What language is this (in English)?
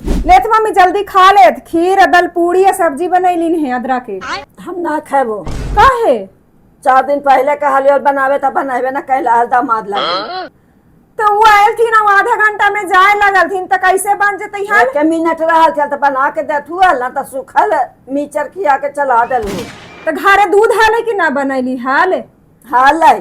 Magahi